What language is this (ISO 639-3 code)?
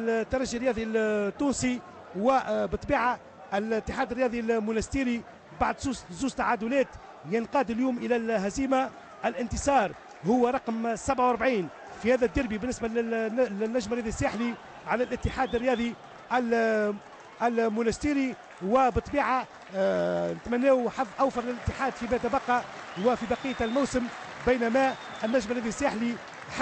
aeb